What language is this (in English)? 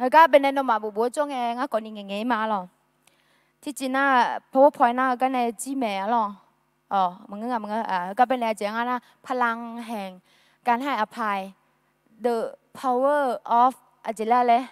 Akha